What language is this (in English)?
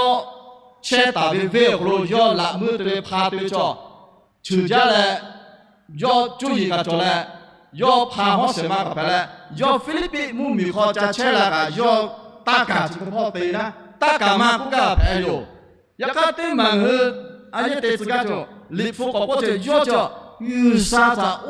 Lahu